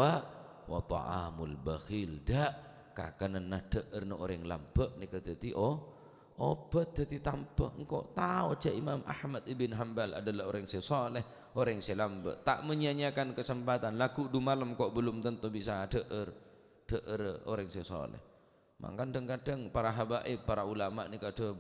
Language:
Madurese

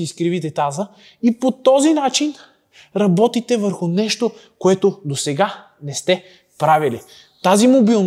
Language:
Bulgarian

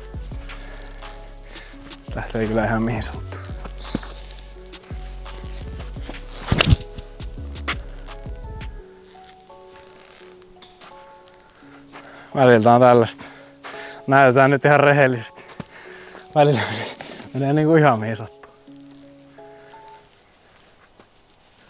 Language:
Finnish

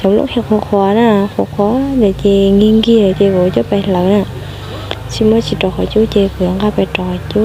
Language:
Hmong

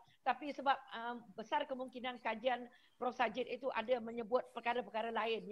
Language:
Malay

